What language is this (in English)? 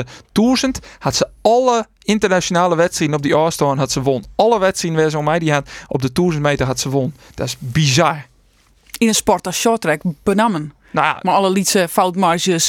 Western Frisian